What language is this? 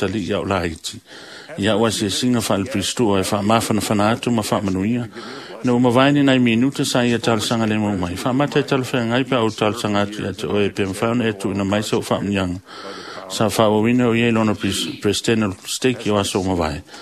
Samoan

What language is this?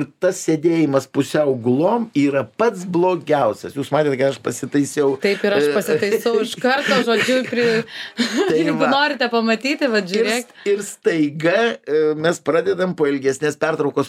Lithuanian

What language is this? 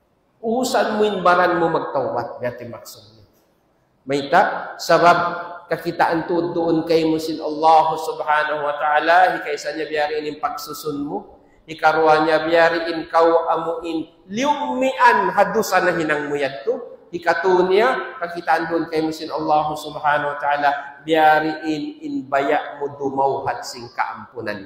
Tausug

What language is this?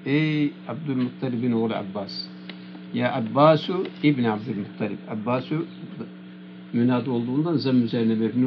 Turkish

